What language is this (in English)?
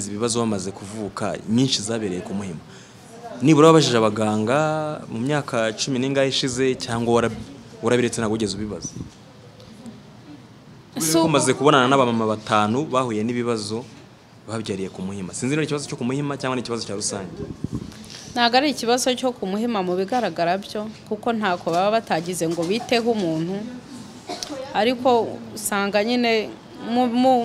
Kinyarwanda